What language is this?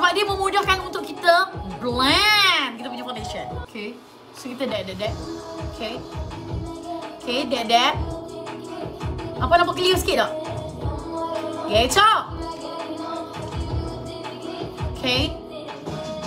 Malay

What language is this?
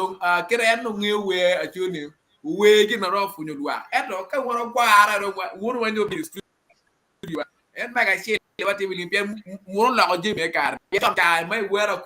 Acoli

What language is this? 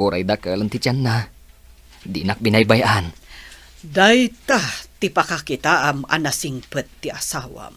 Iloko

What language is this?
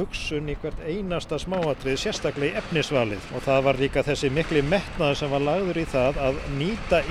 Icelandic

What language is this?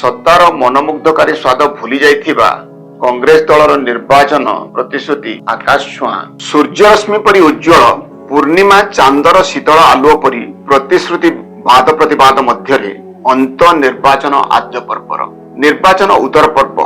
Odia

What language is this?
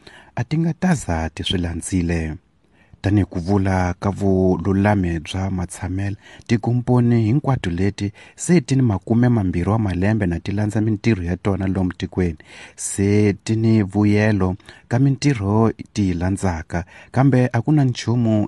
Tsonga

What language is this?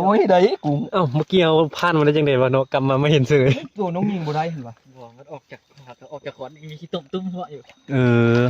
Northeastern Thai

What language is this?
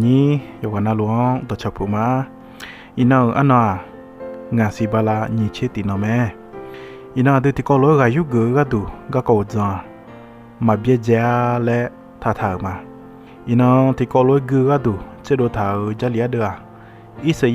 Akha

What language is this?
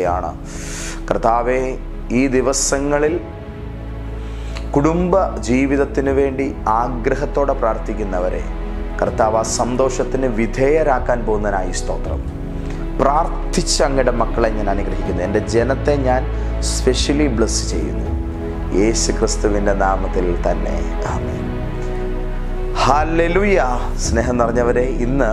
Malayalam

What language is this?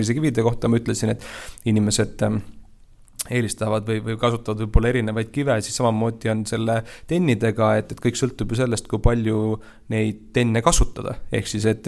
Estonian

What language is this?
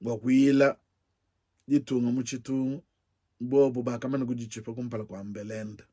Luba-Lulua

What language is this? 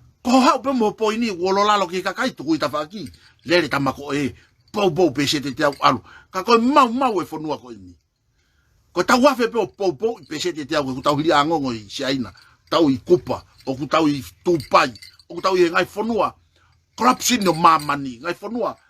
Tongan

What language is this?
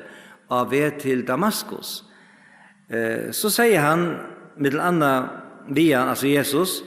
Faroese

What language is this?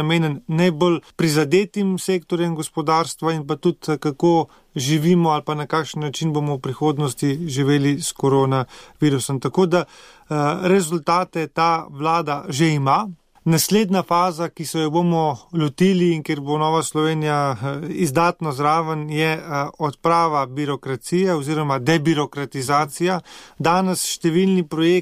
Slovenian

